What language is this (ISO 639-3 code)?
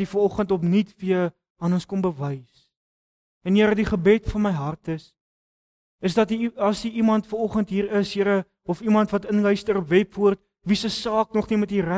afr